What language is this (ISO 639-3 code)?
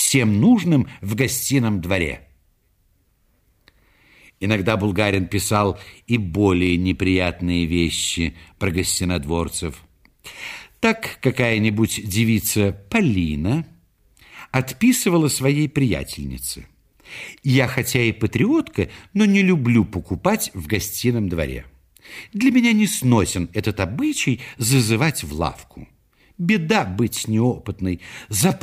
rus